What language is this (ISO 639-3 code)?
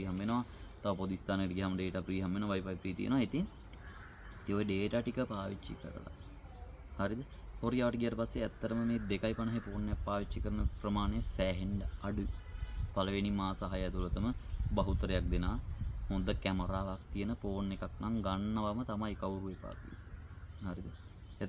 sin